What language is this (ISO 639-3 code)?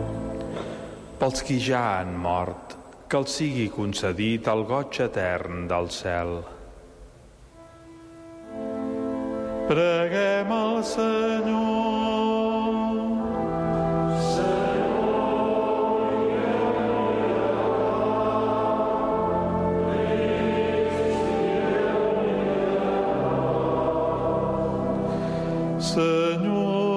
cat